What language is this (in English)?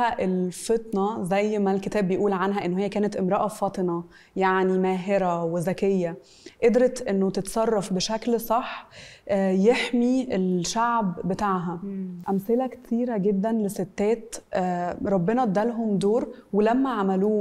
Egyptian Arabic